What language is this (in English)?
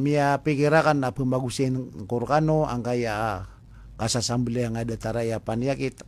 Maranao